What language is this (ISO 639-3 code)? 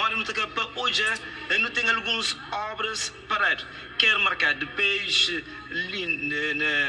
kea